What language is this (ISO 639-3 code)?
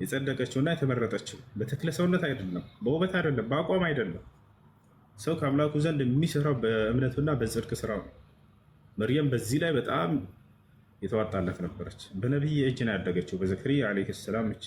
amh